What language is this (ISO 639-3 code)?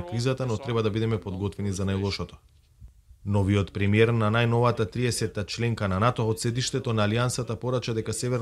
mkd